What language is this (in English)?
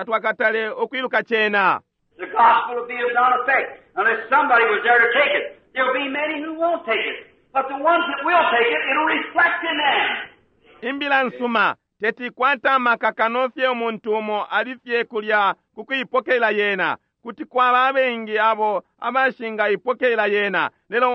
Bemba